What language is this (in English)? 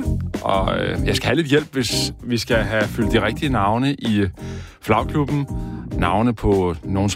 Danish